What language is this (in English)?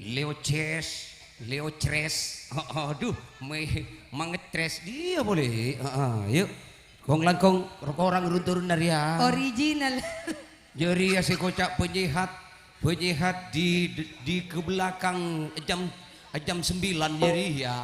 Madurese